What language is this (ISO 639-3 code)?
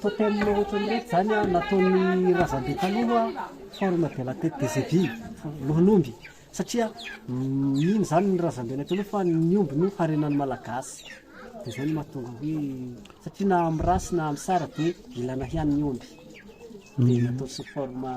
mlg